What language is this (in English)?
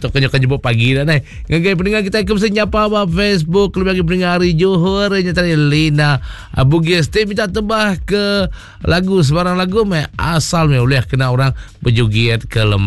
Iban